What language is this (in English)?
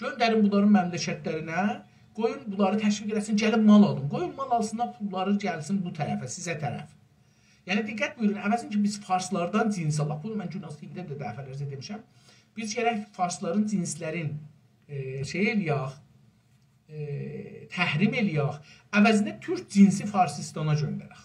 South Azerbaijani